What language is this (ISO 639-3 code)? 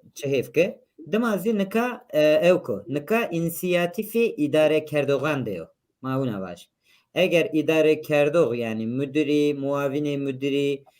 zza